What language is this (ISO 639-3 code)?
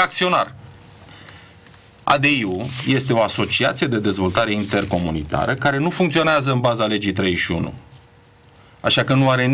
ron